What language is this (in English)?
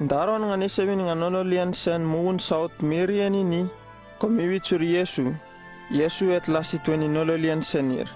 Uripiv-Wala-Rano-Atchin